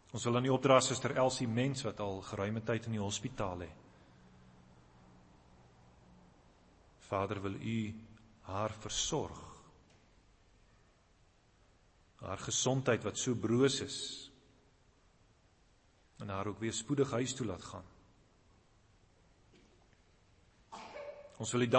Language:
Afrikaans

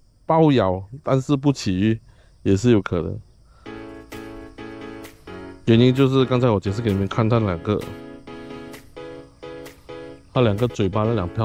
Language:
Chinese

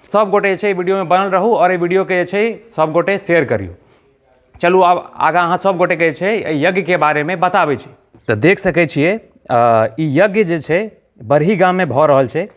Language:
Maithili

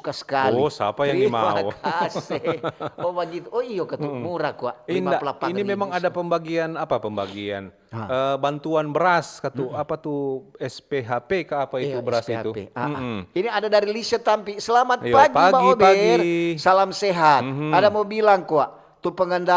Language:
Manado Malay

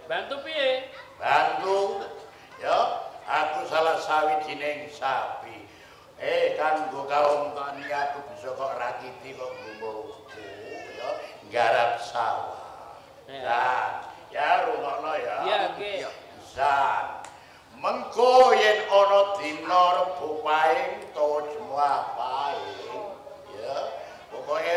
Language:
Javanese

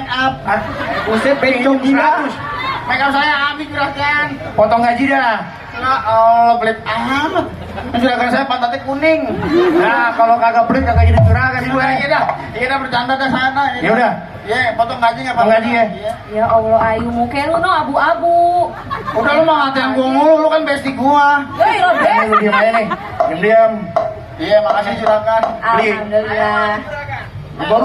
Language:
Betawi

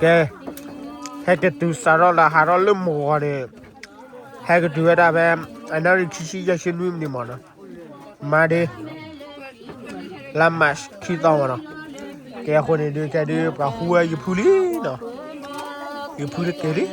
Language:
S'gaw Karen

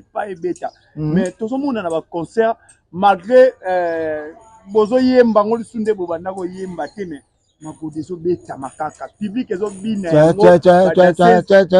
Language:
Lingala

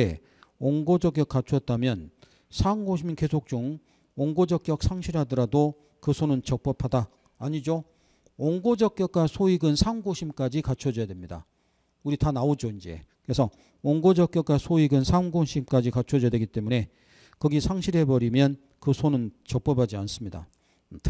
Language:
Korean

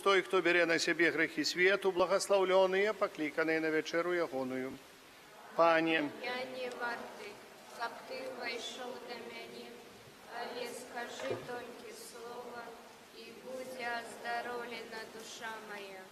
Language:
Belarusian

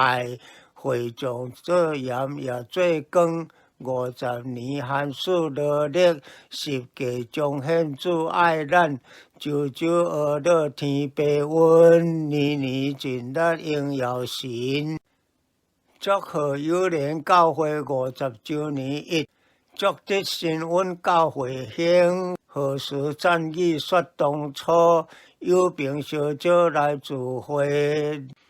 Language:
Min Nan Chinese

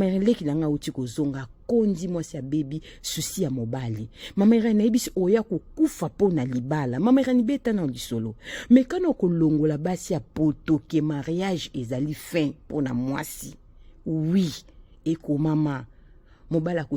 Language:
Lingala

